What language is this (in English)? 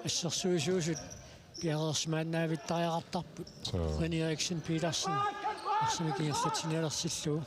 Kalaallisut